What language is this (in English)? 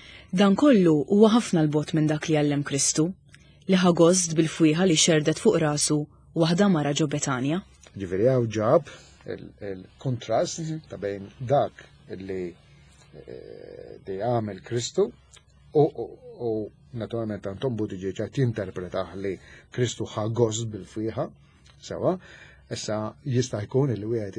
Maltese